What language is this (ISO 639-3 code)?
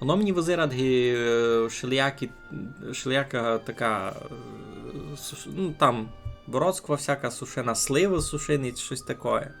rue